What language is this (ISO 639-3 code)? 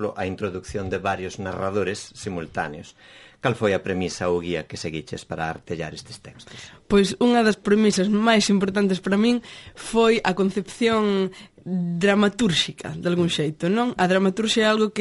glg